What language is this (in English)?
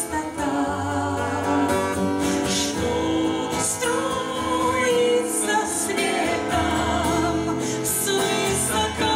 Russian